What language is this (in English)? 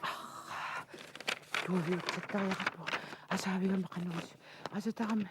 Kalaallisut